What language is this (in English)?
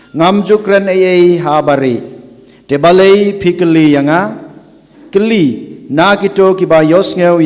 Khasi